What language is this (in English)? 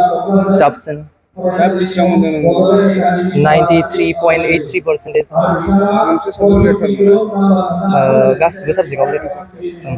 Bodo